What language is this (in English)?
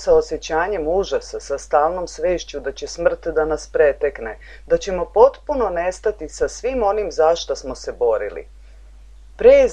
Serbian